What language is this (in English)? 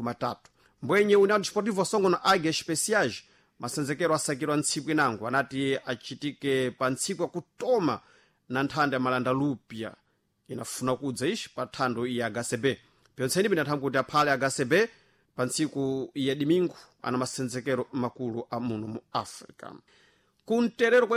Sena